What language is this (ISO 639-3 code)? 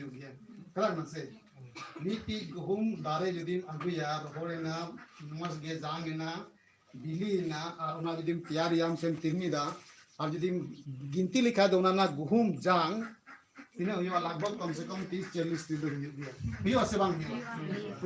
sat